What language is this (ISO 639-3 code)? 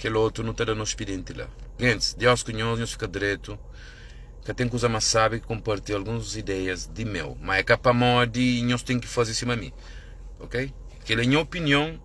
kea